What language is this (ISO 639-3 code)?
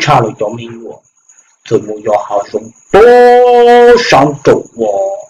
hmn